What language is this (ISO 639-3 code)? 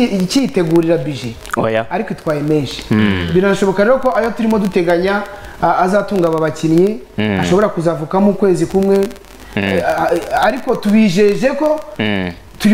kin